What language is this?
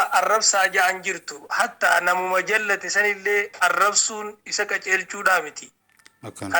Oromo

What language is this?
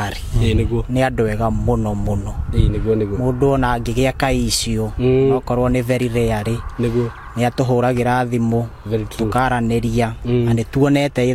Kikuyu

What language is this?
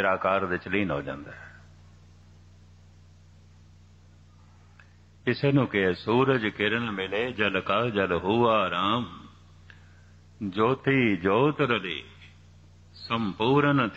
Punjabi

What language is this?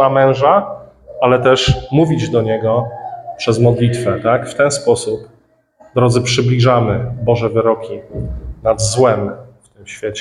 Polish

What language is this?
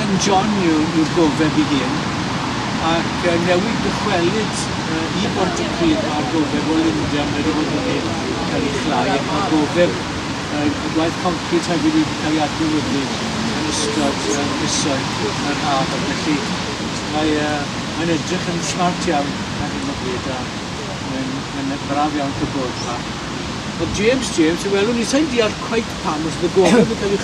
Welsh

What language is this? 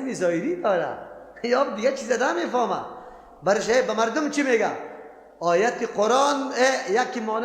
Persian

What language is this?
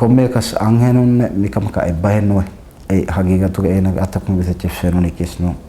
Divehi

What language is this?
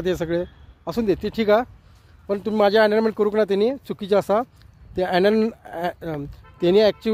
Konkani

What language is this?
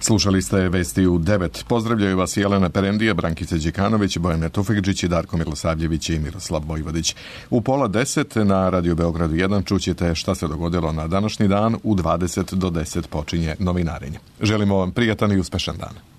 Serbian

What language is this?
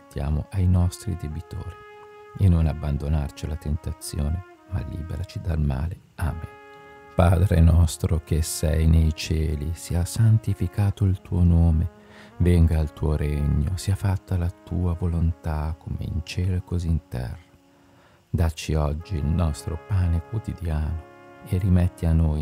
Italian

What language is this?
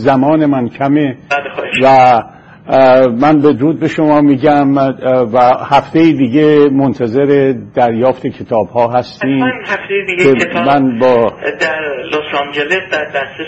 Persian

